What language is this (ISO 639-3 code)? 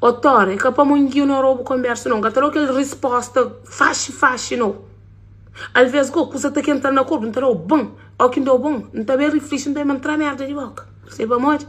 kea